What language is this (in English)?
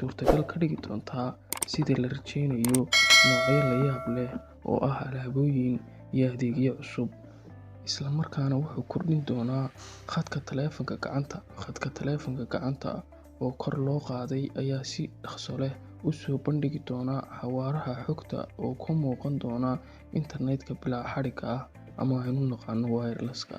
Somali